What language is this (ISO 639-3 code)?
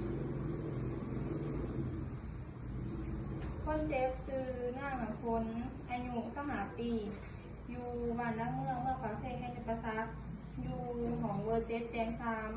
lao